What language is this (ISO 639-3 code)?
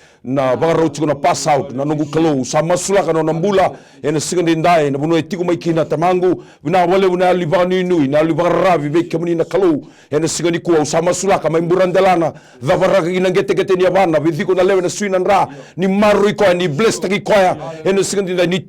fij